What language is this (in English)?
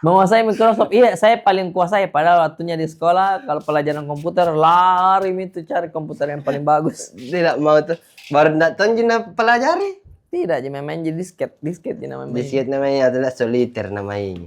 Makassar Malay